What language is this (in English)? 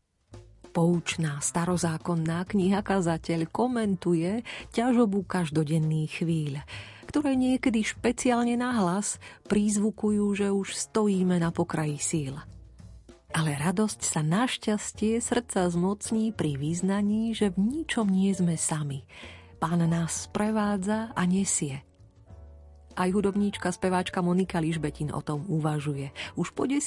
Slovak